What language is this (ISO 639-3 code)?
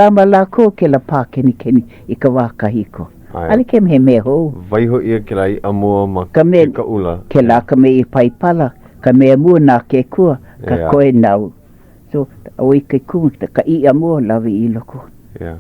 haw